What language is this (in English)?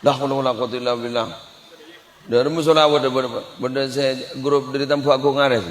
Madurese